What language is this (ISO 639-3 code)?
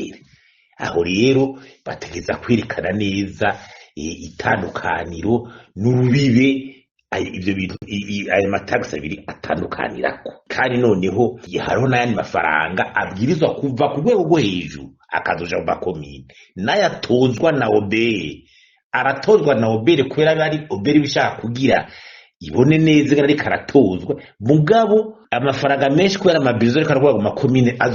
run